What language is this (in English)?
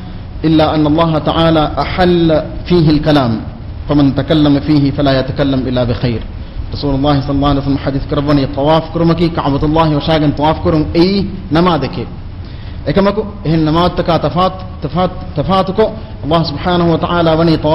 Divehi